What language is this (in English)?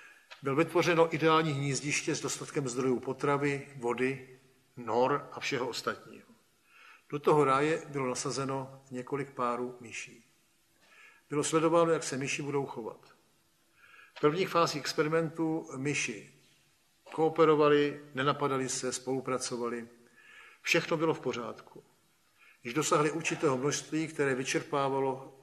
Czech